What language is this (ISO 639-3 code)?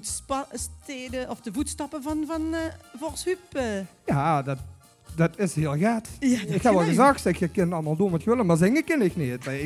lim